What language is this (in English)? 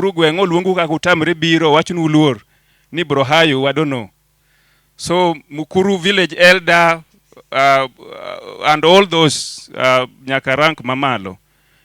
Luo (Kenya and Tanzania)